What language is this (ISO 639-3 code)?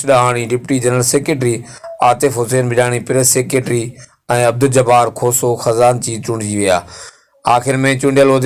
snd